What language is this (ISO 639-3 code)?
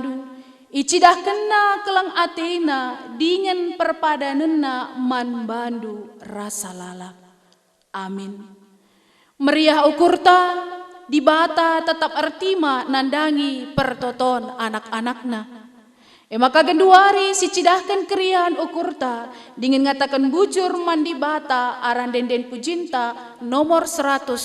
btx